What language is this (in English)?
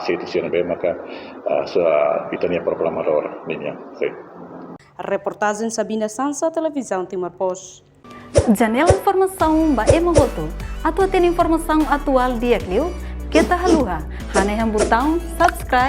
Tetum